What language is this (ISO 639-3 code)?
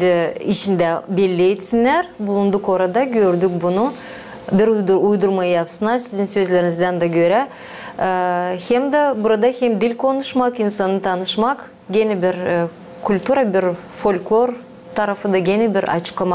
gag